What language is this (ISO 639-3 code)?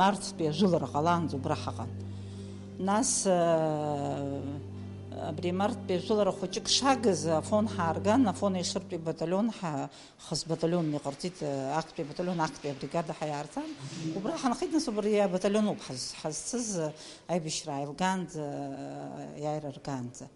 abk